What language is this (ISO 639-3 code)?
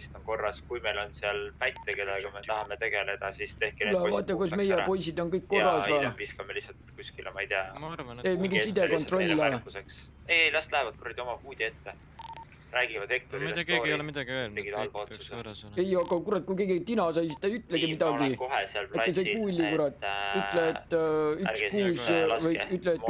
est